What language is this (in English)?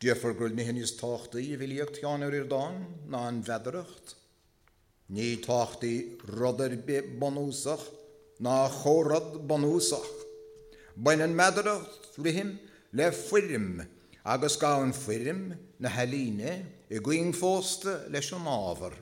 Irish